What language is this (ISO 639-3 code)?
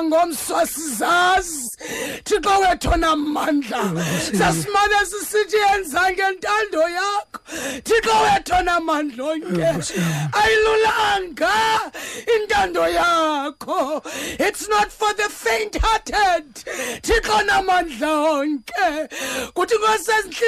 xho